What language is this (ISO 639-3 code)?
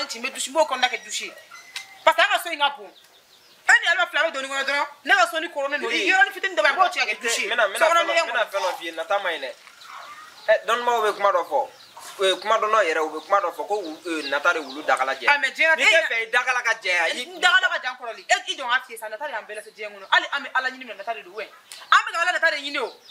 bam